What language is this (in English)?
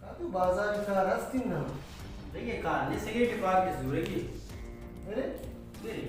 Baluchi